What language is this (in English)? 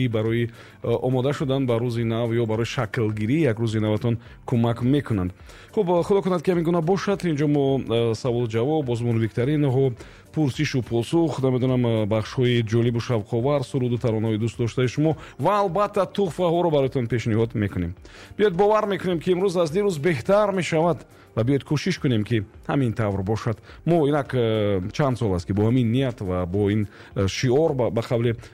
Tajik